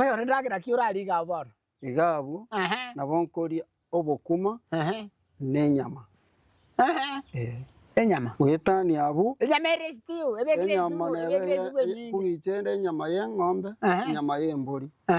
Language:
Gusii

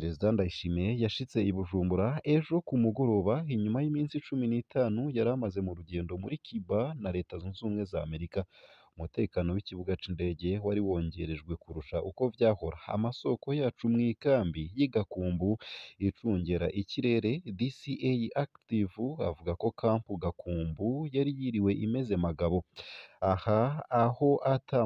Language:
Rundi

